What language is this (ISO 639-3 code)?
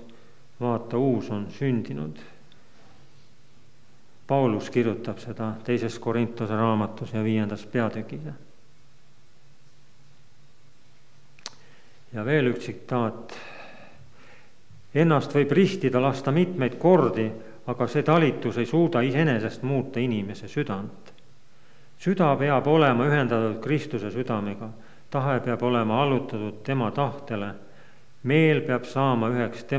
est